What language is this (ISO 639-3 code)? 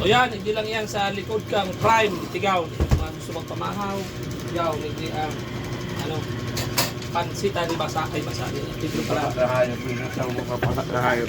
bik